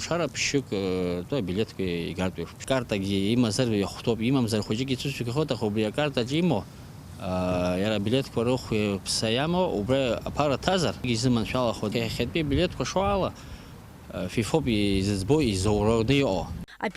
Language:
Abkhazian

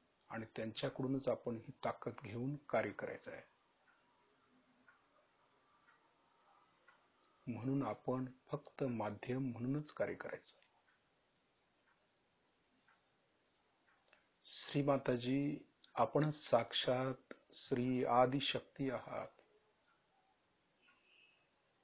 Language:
Marathi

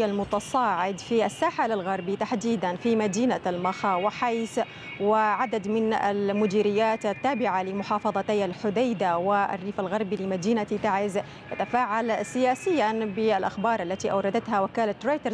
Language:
Arabic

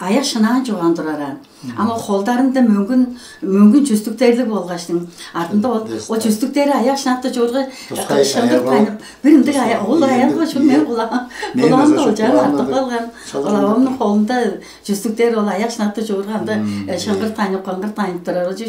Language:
Tuvinian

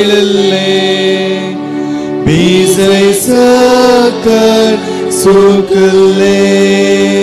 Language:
Konkani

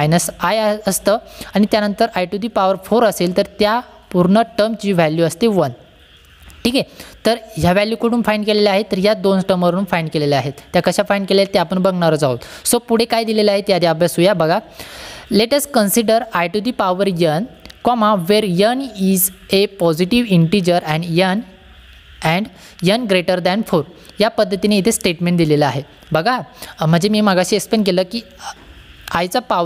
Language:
Marathi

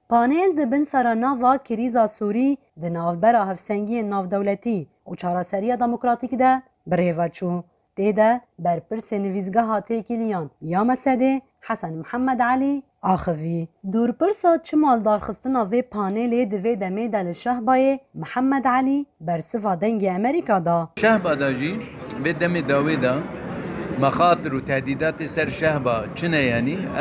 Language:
Kurdish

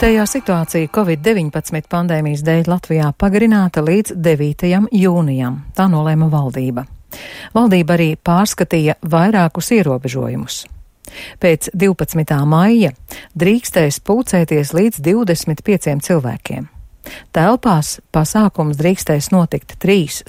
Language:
Latvian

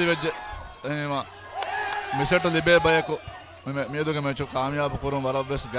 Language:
Divehi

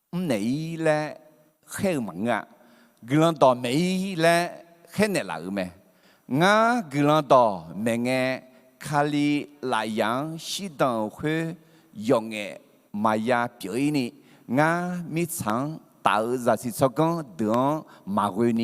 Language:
Akha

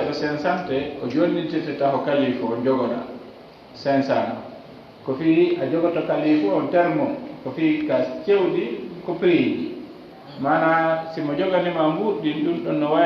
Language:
Fula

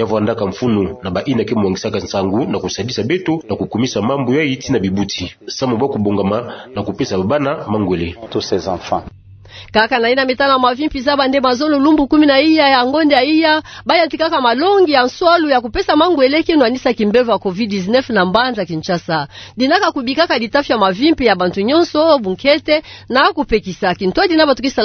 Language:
Kituba (Democratic Republic of Congo)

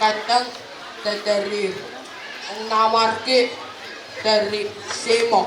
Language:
Pohnpeian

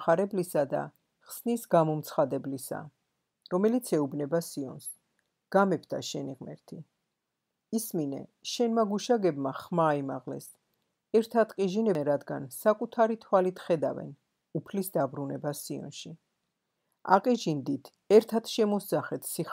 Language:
Georgian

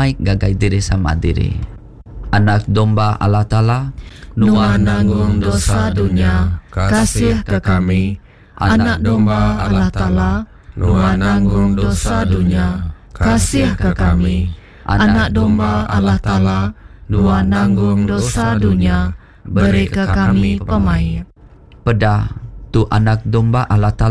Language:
Iban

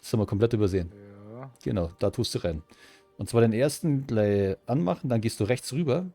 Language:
Bavarian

